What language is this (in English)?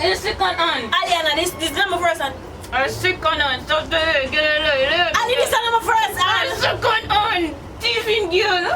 Jamaican Creole English